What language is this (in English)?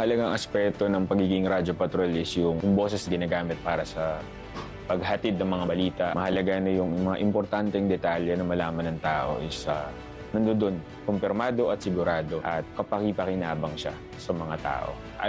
Filipino